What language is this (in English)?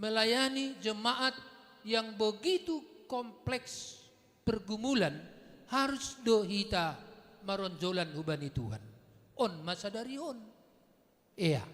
Batak Simalungun